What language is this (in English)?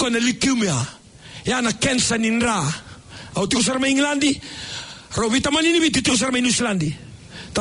Fijian